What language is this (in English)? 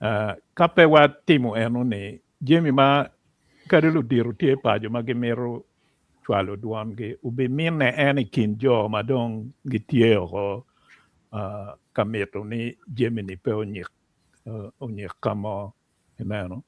Acoli